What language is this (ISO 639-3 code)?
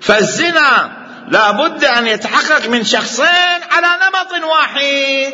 acm